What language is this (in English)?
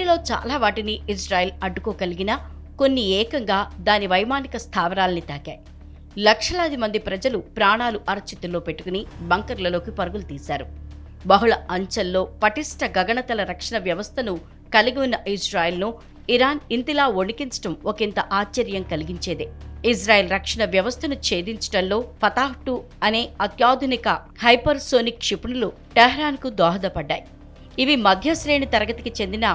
Telugu